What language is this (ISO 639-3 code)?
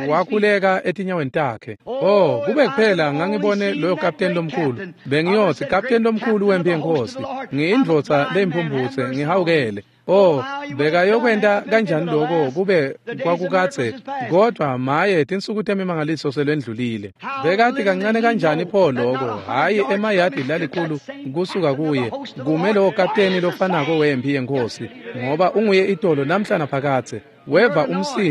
ssw